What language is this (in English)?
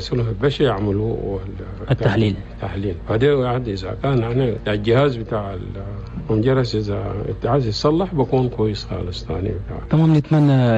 Chadian Arabic